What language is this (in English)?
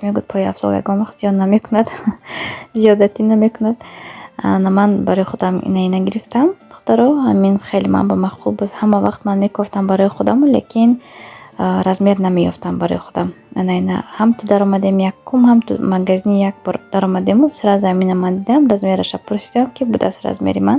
Tajik